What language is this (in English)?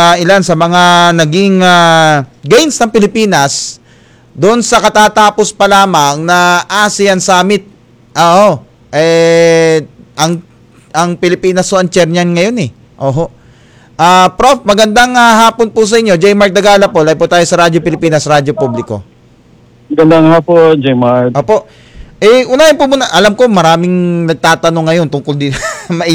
Filipino